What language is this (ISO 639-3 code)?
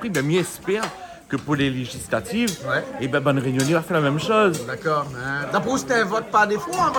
rcf